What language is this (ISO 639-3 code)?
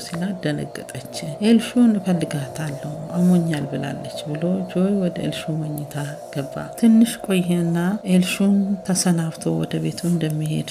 amh